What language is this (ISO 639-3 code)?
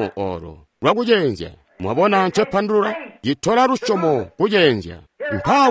toi